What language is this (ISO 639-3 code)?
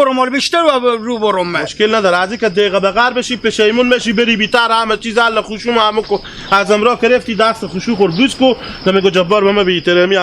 haz